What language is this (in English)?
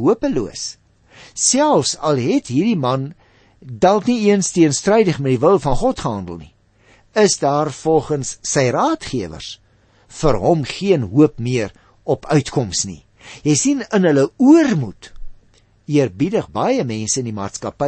Afrikaans